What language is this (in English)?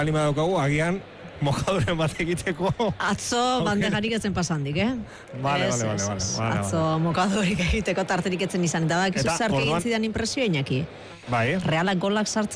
Basque